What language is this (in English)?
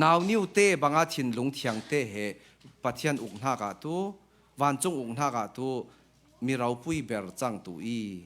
Falam Chin